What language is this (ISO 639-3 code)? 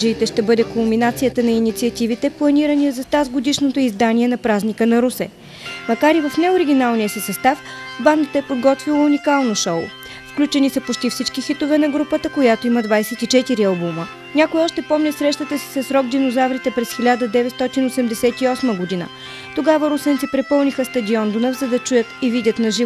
bul